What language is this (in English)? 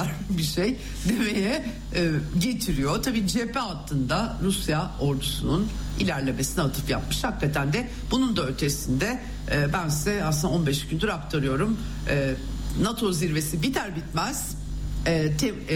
Turkish